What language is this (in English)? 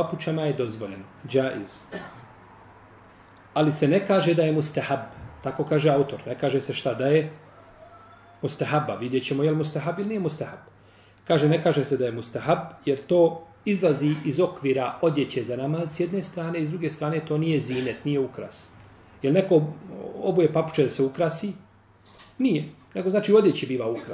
Bosnian